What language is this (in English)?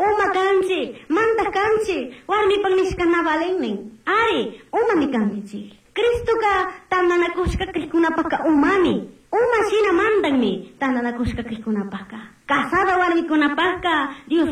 Chimborazo Highland Quichua